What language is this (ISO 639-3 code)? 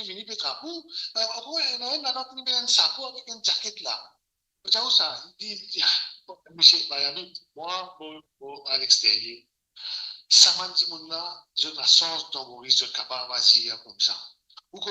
mfe